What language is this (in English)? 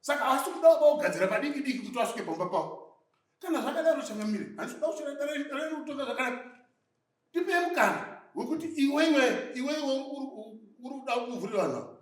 Shona